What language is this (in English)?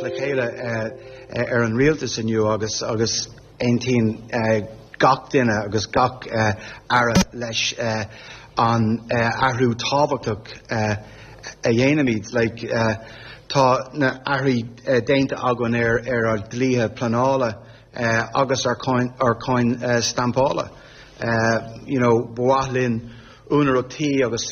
Irish